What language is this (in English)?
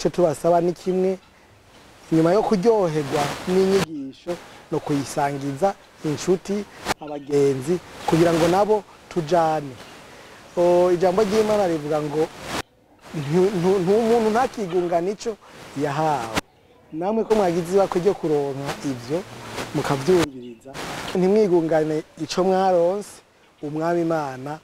Rundi